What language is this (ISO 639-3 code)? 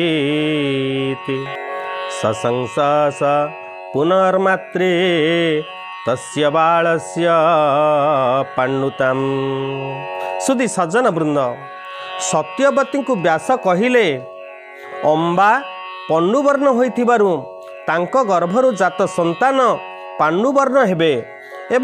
ori